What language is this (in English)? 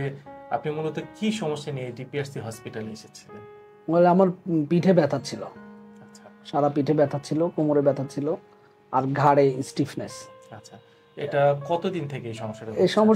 Bangla